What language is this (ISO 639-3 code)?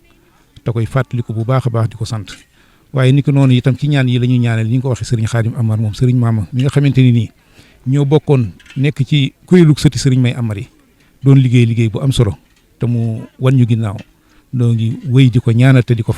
wol